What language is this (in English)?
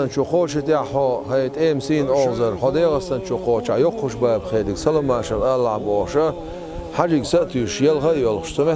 Chechen